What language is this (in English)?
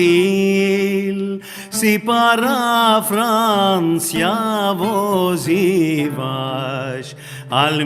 Ladino